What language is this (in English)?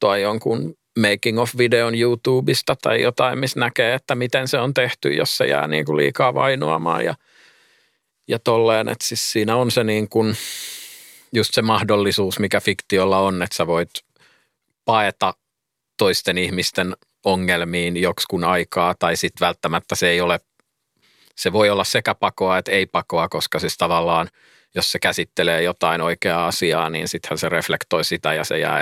Finnish